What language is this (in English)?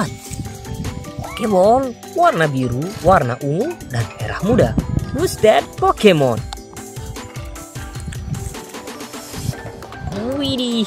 Indonesian